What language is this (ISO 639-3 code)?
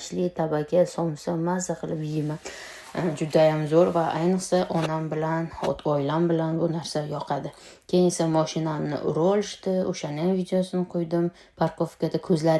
uzb